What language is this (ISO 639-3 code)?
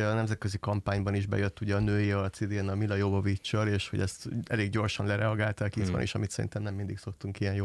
hun